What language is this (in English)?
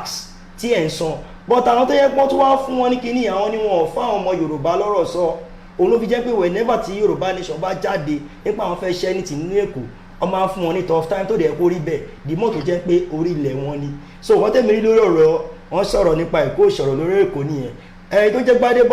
Yoruba